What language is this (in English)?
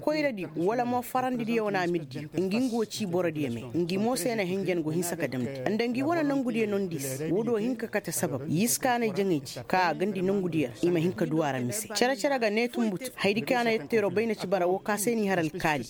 Koyraboro Senni